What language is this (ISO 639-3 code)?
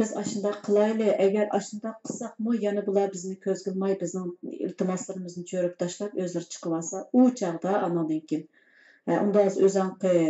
uig